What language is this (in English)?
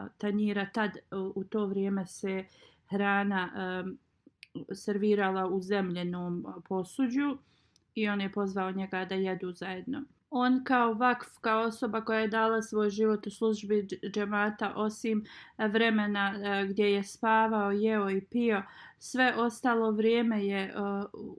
Bosnian